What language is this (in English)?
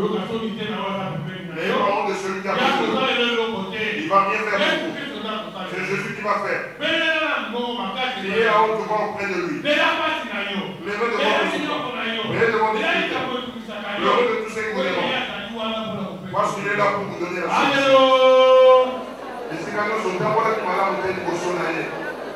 French